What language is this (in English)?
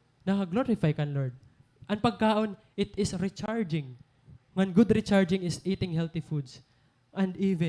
Waray